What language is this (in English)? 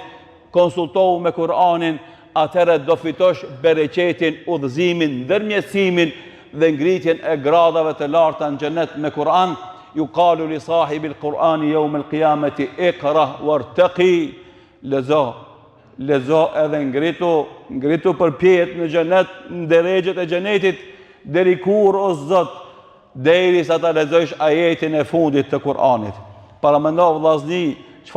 Albanian